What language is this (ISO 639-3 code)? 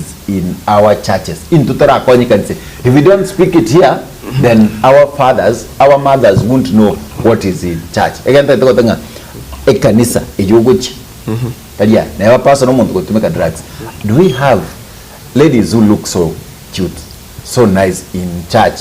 guz